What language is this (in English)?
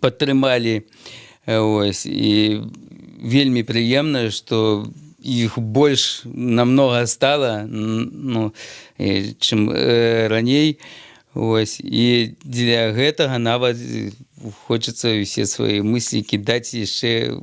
Belarusian